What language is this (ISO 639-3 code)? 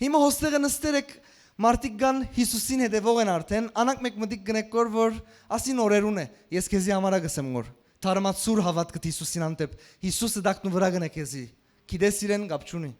hyw